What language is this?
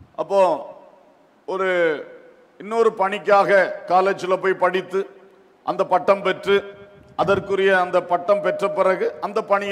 Tamil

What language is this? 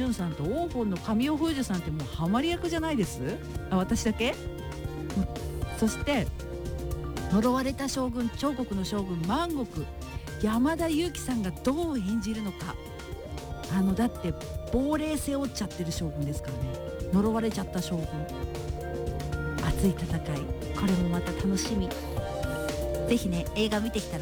Japanese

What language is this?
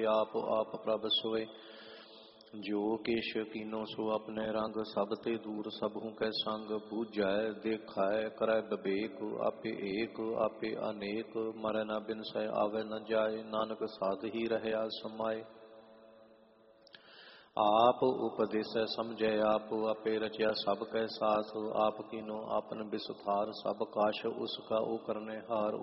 Punjabi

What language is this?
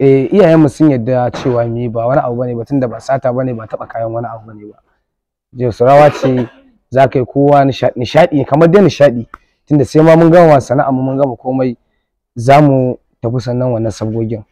Hausa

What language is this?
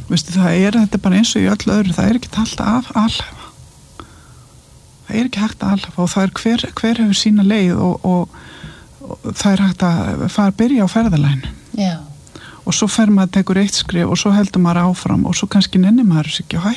Icelandic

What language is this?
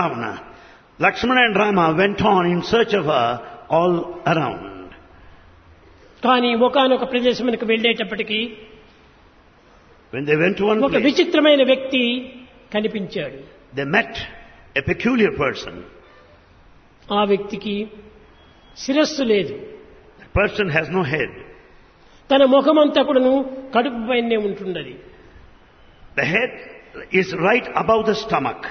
Telugu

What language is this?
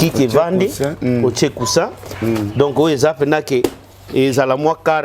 Lingala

